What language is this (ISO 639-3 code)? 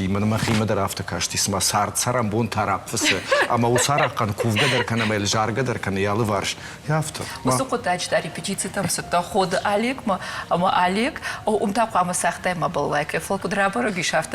oss